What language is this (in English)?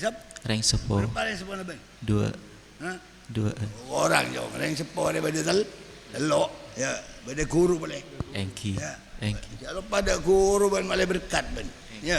Madurese